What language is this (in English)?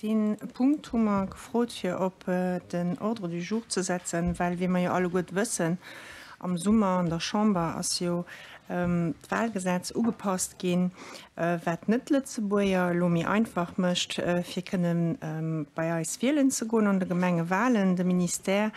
Luxembourgish